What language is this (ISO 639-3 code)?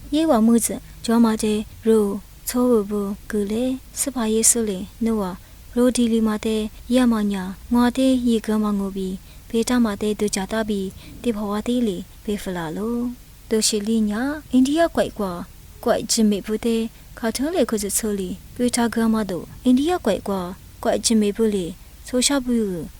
lis